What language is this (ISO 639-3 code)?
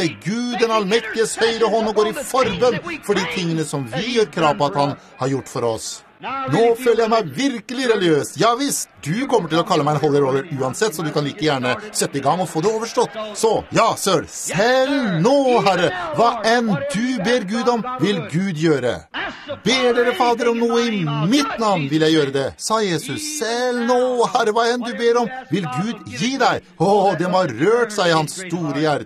nor